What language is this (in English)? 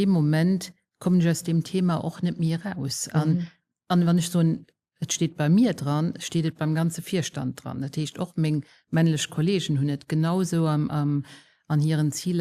Luxembourgish